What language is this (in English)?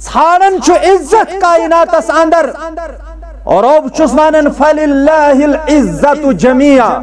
Kashmiri